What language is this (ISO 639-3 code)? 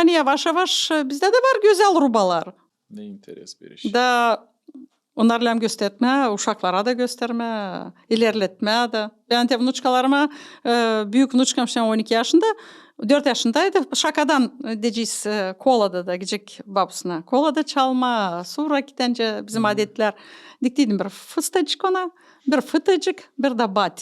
gag